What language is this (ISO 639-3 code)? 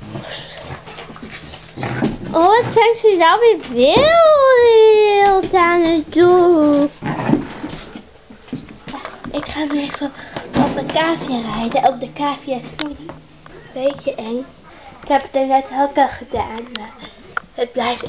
nld